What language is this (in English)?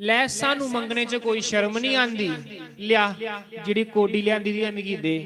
Dogri